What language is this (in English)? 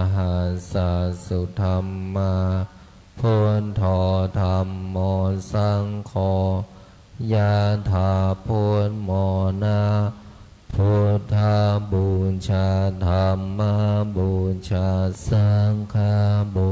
Pali